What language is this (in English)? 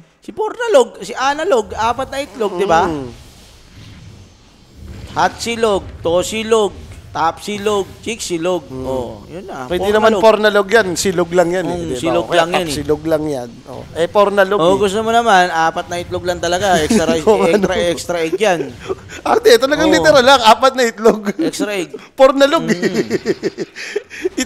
Filipino